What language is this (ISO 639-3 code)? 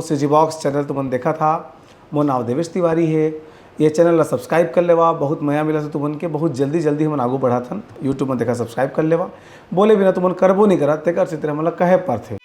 hne